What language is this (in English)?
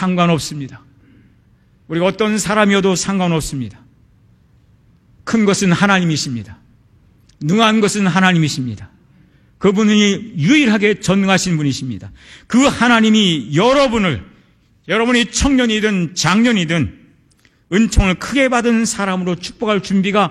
Korean